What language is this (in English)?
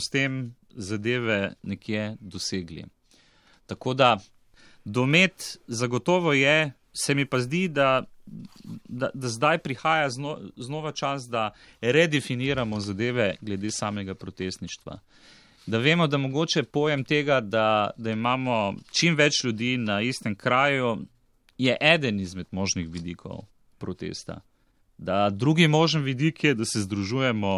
Slovenian